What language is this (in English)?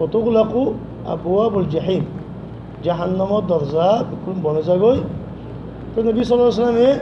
Rohingya